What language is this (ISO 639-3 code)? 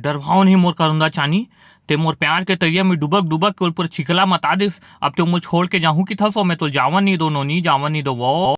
hne